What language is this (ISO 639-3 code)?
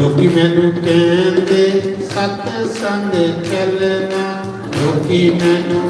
doi